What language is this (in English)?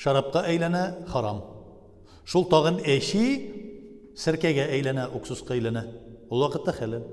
Tatar